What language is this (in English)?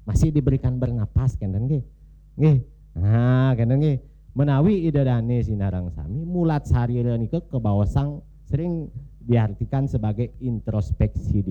Balinese